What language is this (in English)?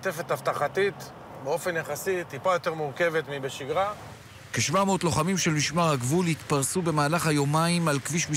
Hebrew